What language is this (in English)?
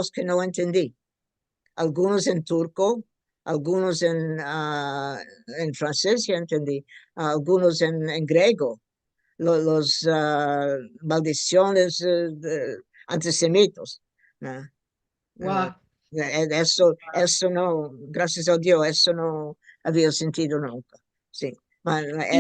Ladino